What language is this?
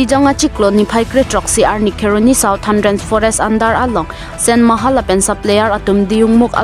Karbi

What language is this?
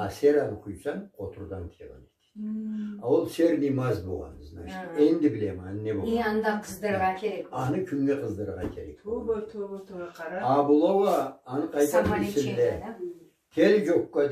Karachay-Balkar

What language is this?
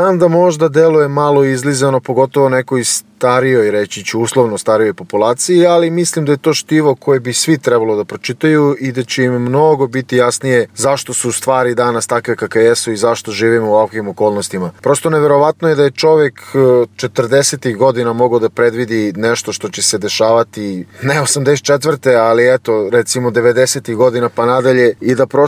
Serbian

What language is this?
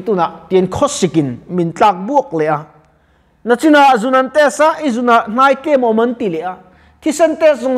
Mizo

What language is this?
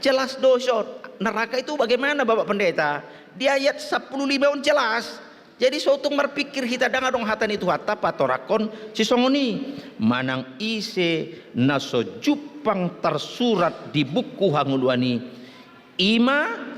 Batak Toba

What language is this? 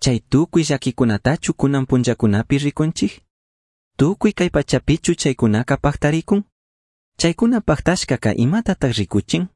Chimborazo Highland Quichua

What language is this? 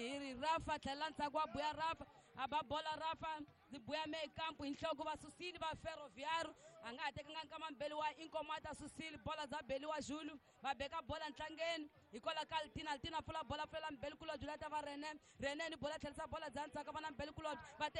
Tsonga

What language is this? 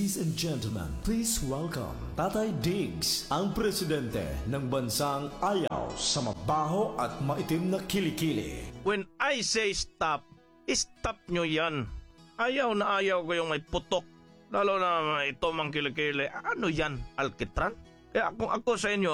Filipino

